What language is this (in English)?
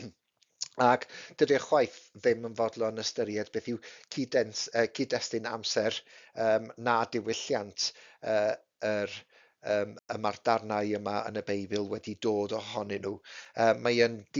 Welsh